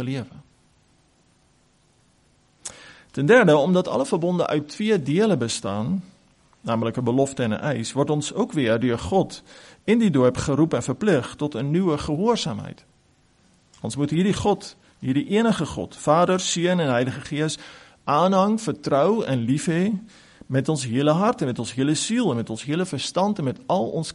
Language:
Afrikaans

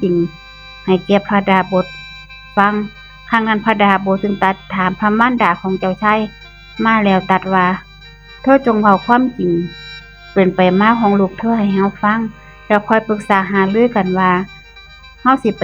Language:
Northeastern Thai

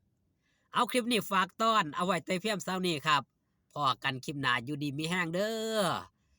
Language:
Northeastern Thai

